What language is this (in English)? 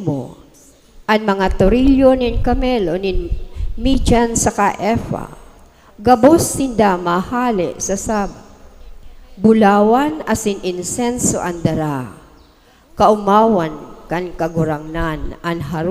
Bikol